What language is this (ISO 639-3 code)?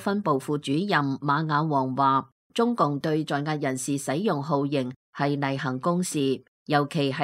yue